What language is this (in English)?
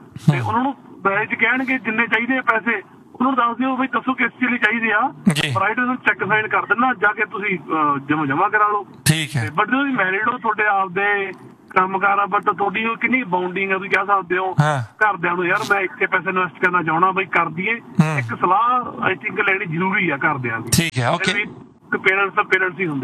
Punjabi